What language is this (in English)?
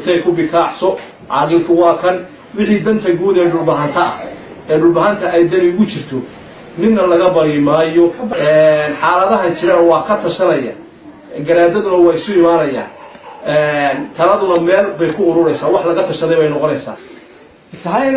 Somali